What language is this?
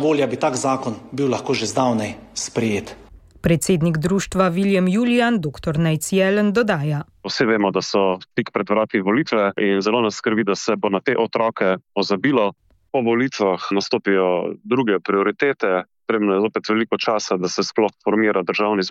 Slovenian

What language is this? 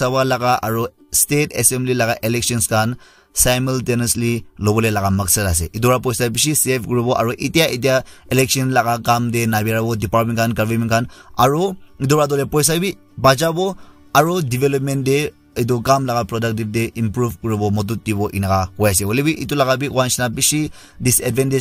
Naga Pidgin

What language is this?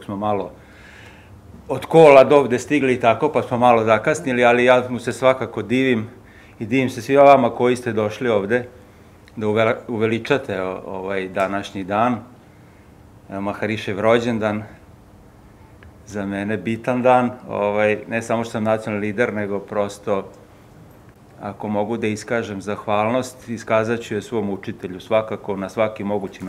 Serbian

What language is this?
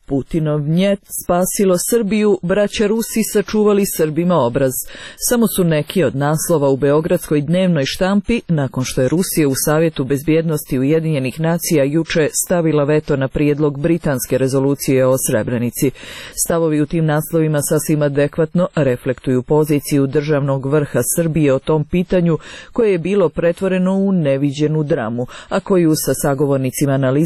Serbian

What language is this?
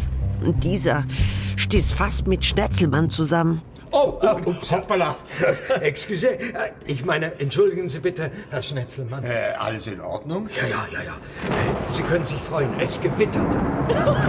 Swiss German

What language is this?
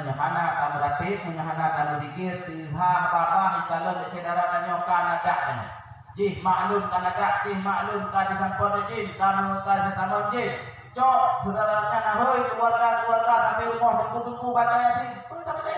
Achinese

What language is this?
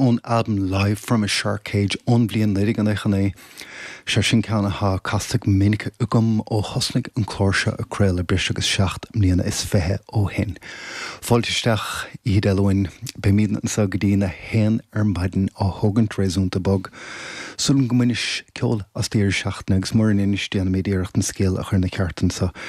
Irish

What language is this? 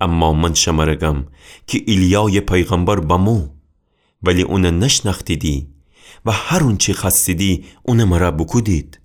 Gilaki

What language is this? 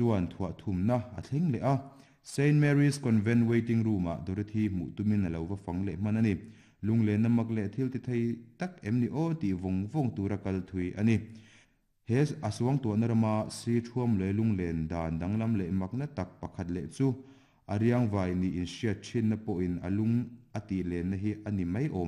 Mizo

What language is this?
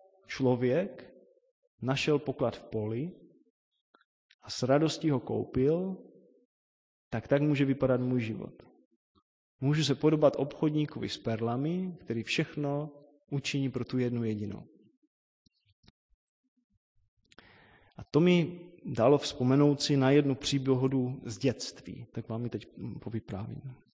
Czech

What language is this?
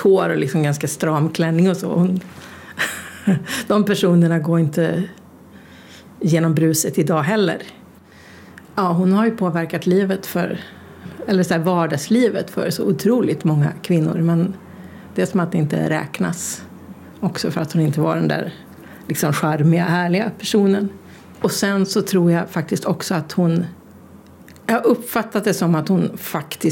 Swedish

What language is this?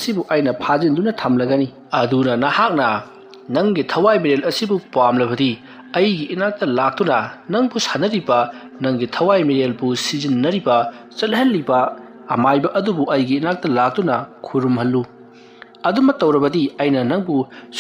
Manipuri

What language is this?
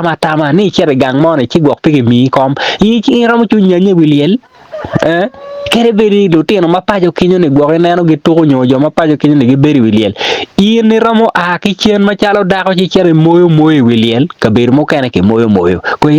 Acoli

